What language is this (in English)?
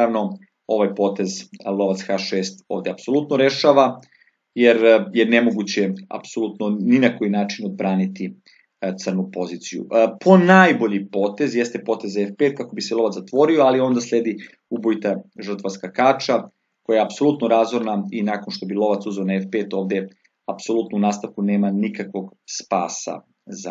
Serbian